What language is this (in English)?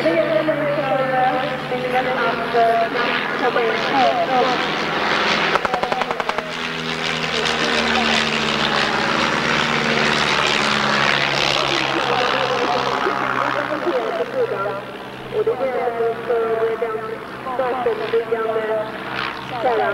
Swedish